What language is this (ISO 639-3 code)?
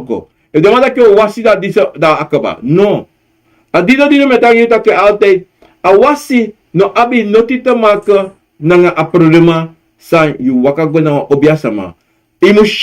srn